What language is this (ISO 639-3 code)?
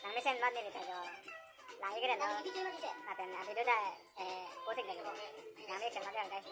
mjw